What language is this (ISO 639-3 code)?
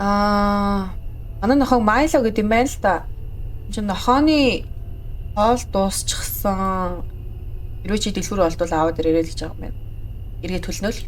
mon